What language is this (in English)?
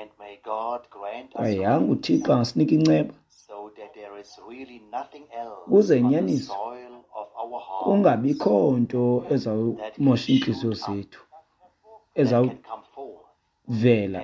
Xhosa